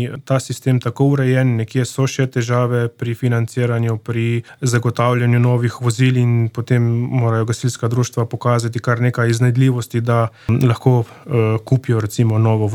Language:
Slovenian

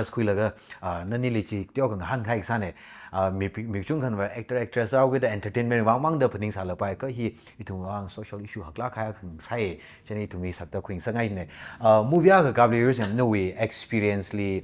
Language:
Tangkhul Naga (India)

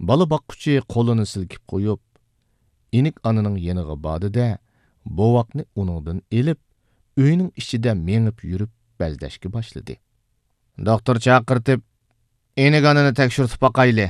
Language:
Uyghur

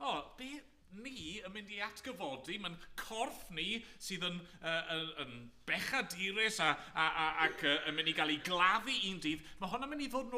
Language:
Welsh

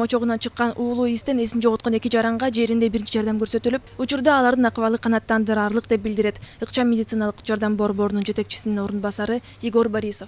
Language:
Kyrgyz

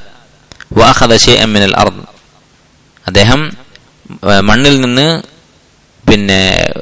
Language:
Malayalam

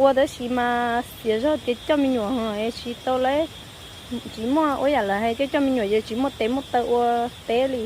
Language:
Hmong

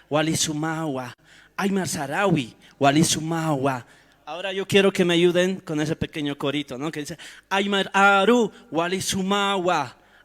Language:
Aymara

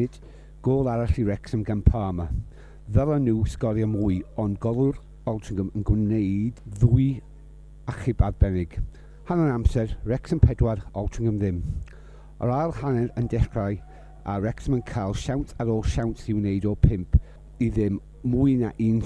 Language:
Welsh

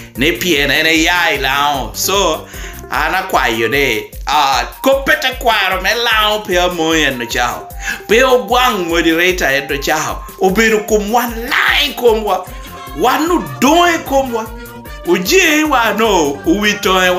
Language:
Lango (Uganda)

